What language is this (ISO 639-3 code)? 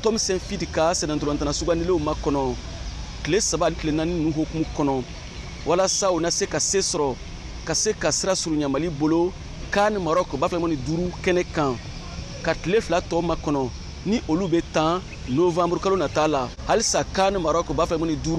bam